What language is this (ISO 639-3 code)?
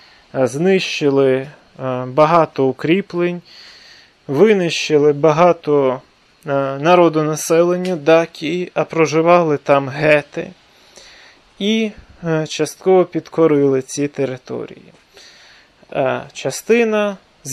ukr